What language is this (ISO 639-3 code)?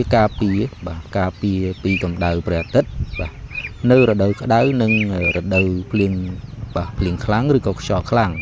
khm